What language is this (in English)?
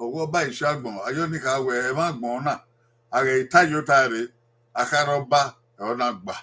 Bini